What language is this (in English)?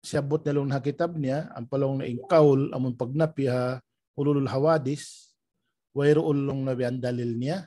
Tausug